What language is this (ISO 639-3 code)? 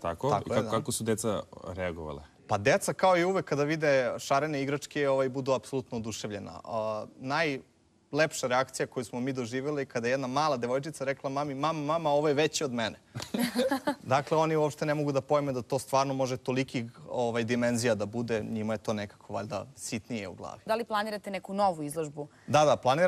srp